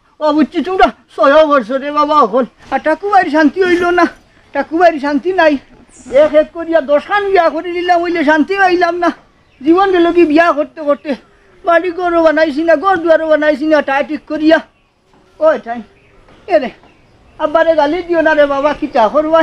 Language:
Sylheti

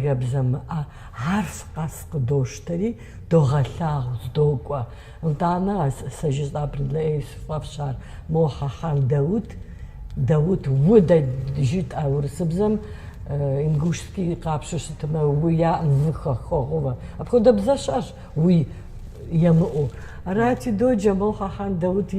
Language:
Kabardian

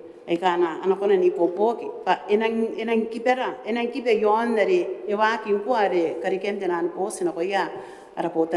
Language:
Gilbertese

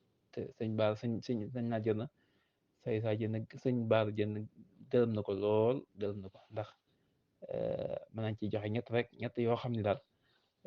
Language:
Wolof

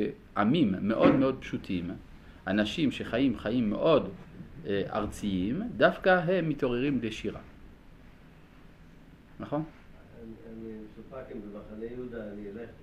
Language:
Hebrew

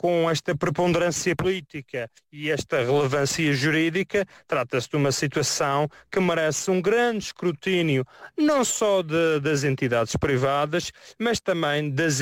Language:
Portuguese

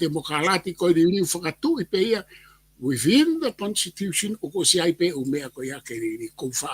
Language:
Tongan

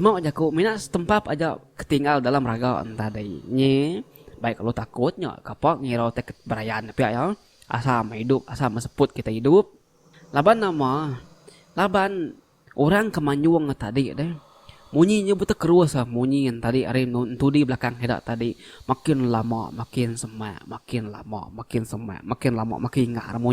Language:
Iban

